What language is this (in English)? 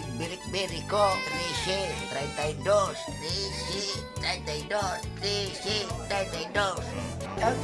Bikol